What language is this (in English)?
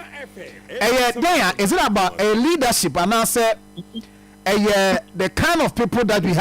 Akan